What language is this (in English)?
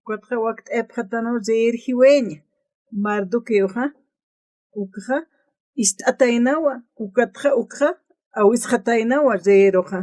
Aymara